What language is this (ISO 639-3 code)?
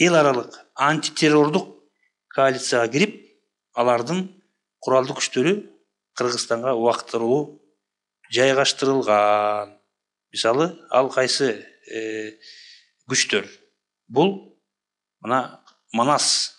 kir